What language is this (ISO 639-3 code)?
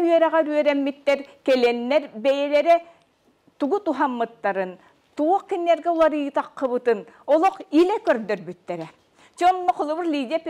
sah